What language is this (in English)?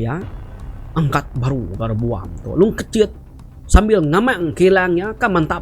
Iban